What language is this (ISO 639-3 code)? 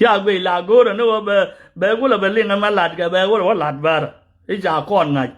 nus